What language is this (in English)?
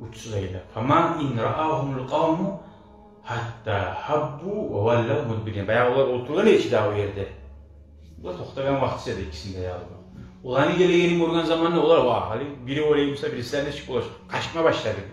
Kumyk